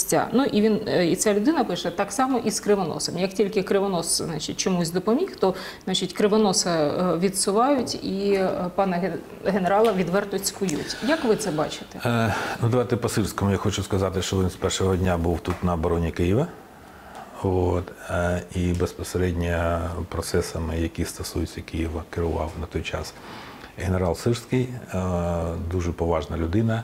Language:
Ukrainian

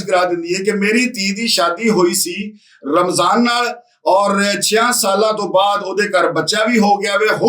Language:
Western Panjabi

